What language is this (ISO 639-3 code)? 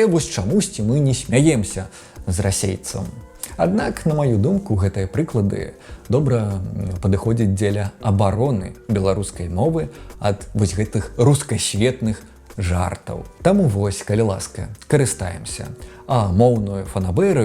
bel